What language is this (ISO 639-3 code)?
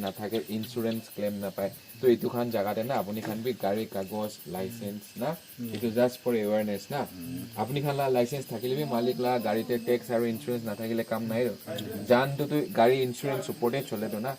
nag